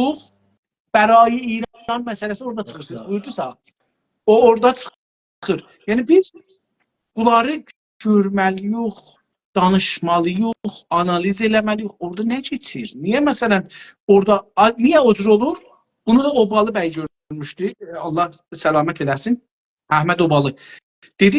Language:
South Azerbaijani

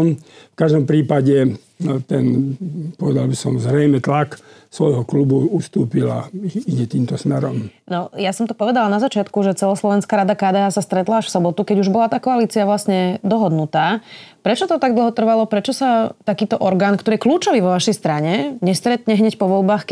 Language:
Slovak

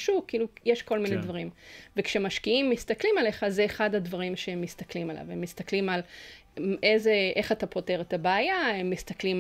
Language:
Hebrew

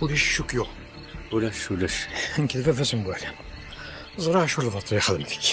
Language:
Kabyle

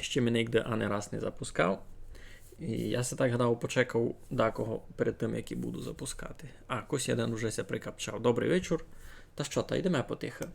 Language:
Rusyn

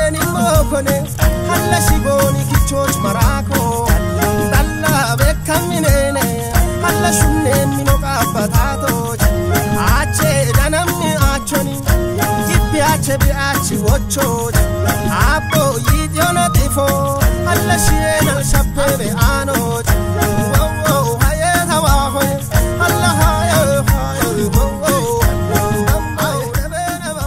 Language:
Kafa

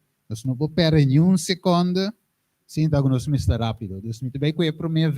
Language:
Papiamento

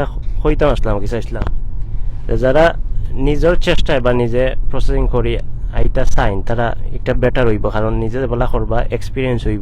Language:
Sylheti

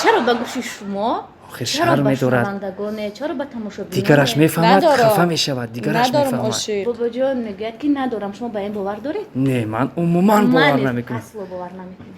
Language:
Tajik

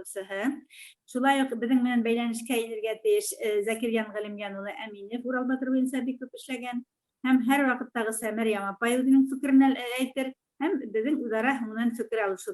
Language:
Bashkir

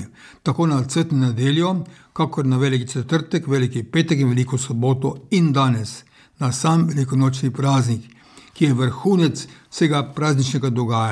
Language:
Slovenian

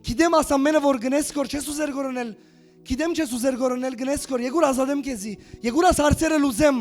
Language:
Western Armenian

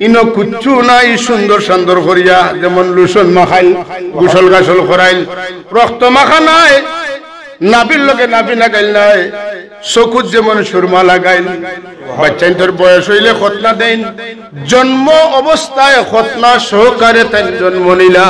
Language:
Sylheti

